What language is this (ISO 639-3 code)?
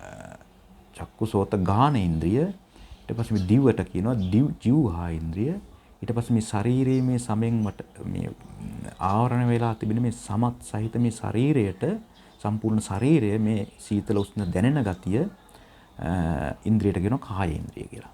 sin